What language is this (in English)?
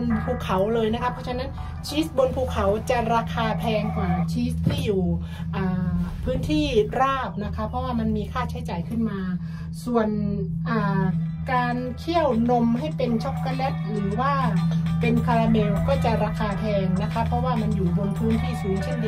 Thai